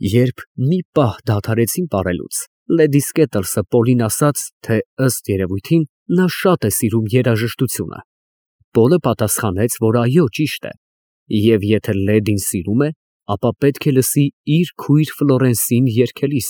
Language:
Armenian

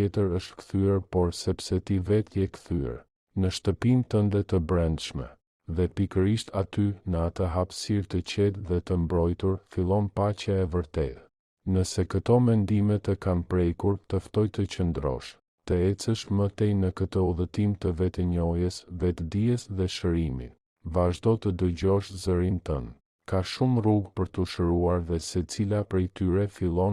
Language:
Albanian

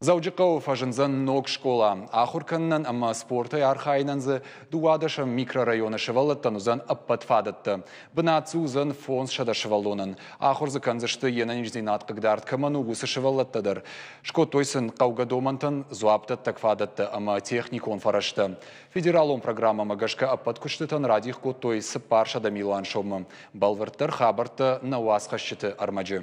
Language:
Ossetic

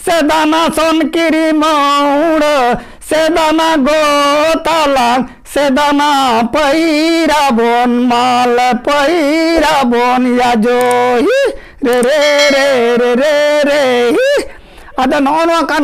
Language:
Santali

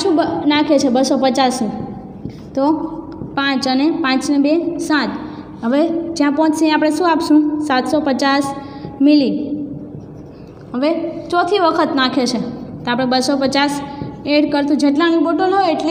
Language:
Gujarati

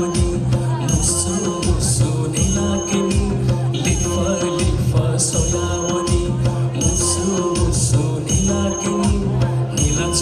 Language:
Newari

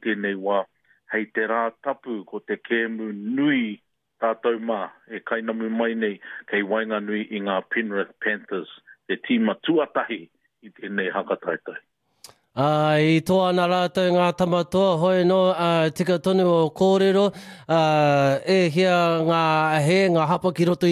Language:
Māori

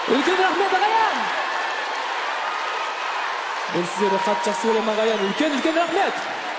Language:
Kazakh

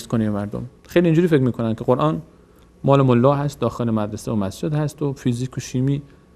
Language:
Persian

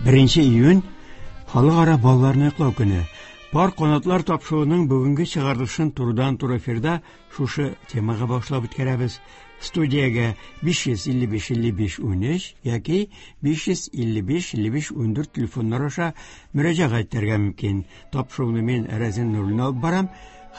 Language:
Tatar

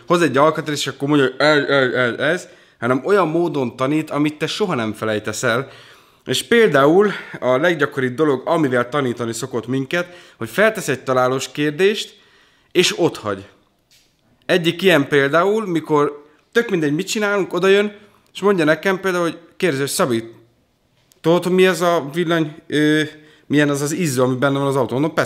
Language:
Hungarian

